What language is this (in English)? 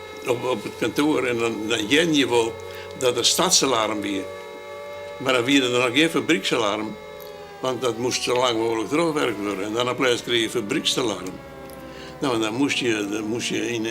Western Frisian